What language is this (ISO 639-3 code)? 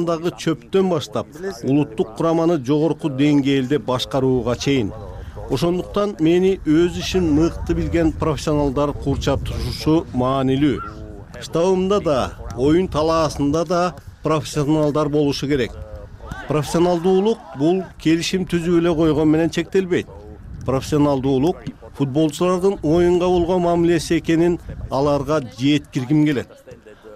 kir